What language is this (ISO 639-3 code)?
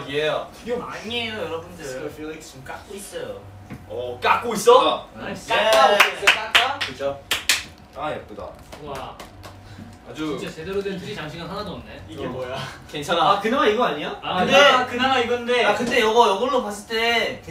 kor